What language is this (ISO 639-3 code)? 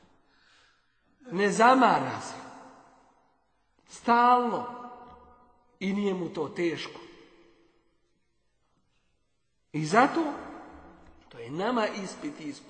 bos